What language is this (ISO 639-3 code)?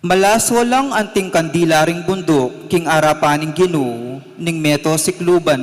pam